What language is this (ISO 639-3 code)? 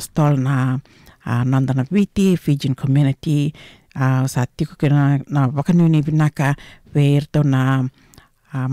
fij